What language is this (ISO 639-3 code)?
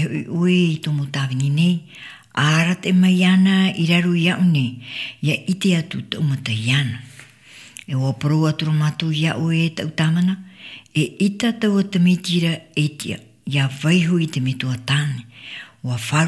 tah